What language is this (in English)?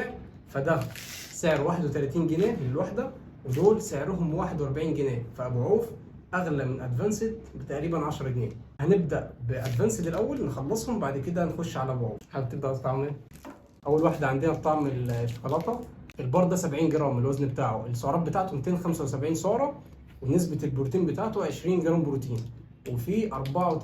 Egyptian Arabic